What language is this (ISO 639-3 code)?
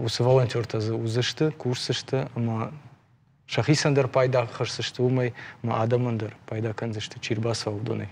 oss